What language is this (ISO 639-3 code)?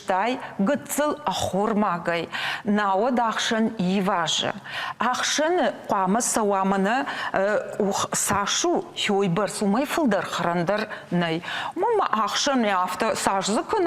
oss